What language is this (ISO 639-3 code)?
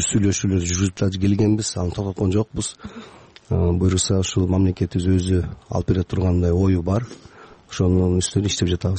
kir